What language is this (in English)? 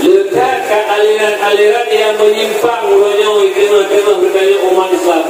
Achinese